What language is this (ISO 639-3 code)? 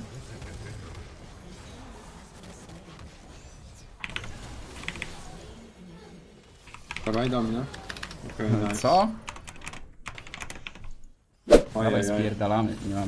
pol